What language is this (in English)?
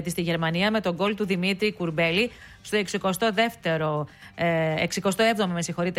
Greek